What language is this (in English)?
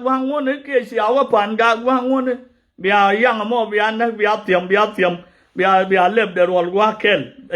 Nuer